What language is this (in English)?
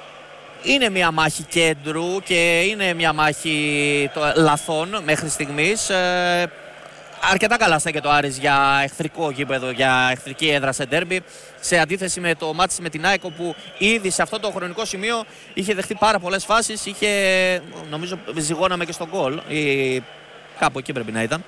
Greek